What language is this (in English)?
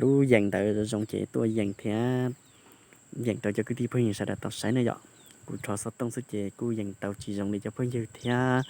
Hmong